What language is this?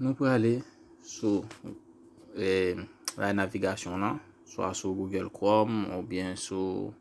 Haitian Creole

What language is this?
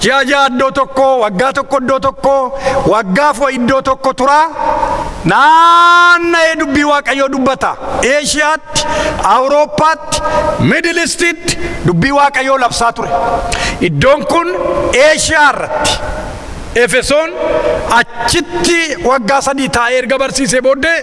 Oromo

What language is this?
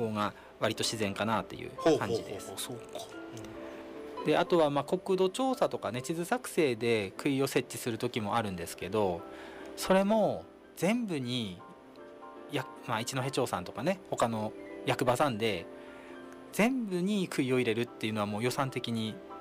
Japanese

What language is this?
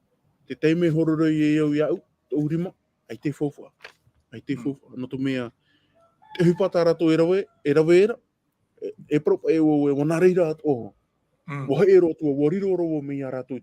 Tahitian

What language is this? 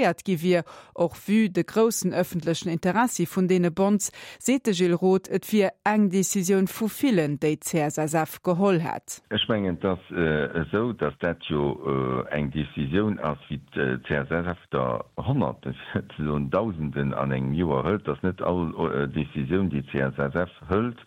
Luxembourgish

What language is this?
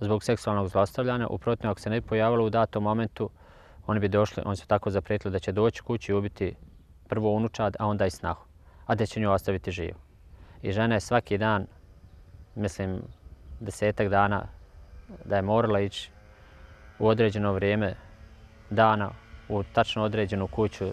Bosnian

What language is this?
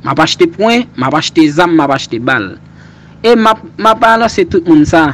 Haitian Creole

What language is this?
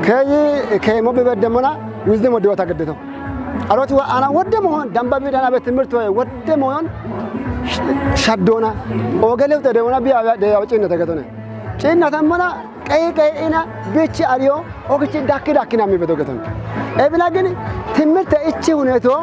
Kafa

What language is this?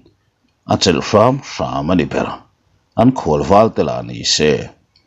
Mizo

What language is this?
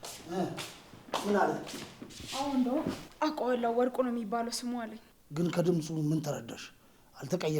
Amharic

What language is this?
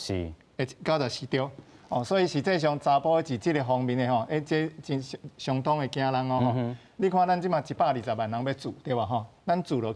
Min Nan Chinese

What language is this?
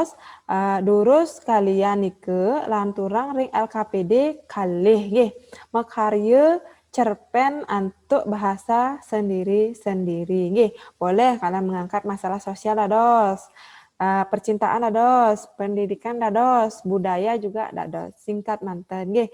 Balinese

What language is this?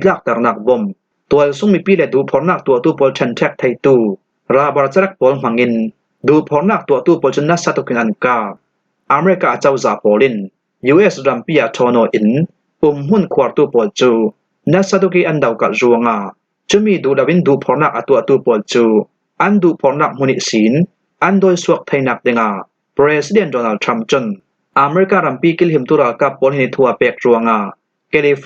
Falam Chin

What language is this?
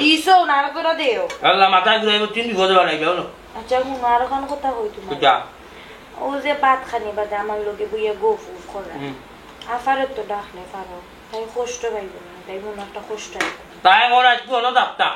Sylheti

